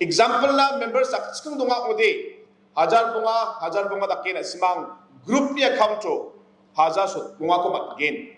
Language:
Garo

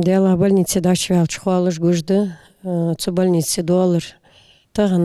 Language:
Ingush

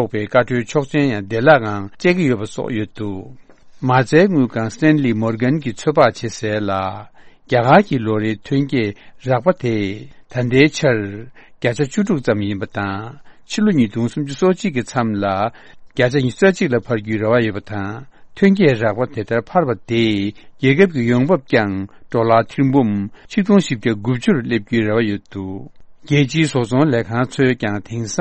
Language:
Tibetan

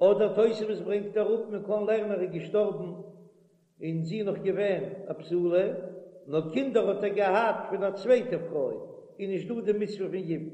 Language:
Yiddish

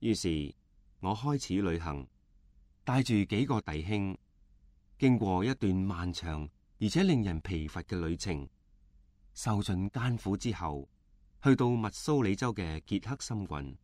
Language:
Cantonese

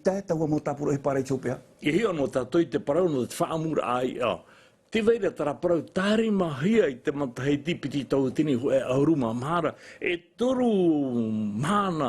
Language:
Tahitian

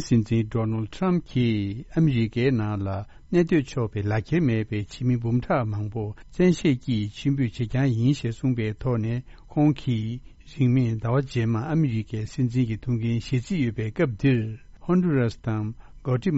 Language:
Tibetan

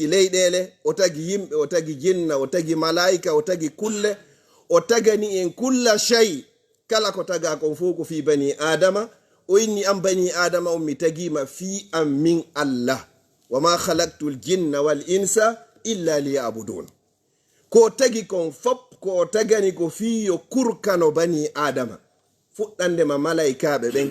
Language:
Fula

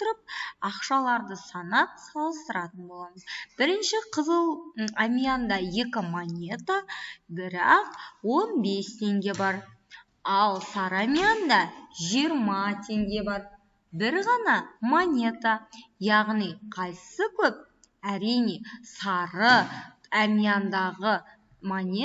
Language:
Kazakh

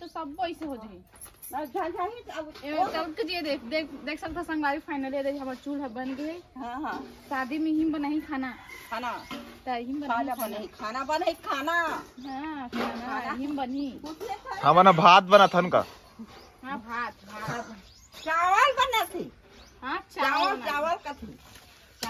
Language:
Chhattisgarhi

